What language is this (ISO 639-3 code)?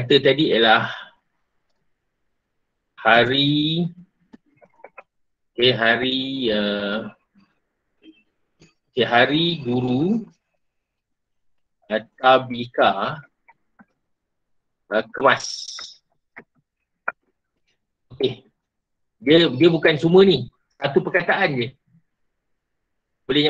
msa